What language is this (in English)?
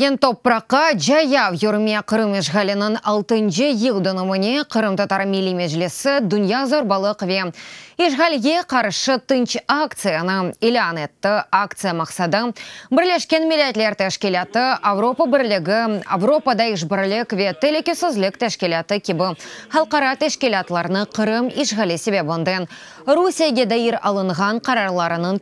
Crimean Tatar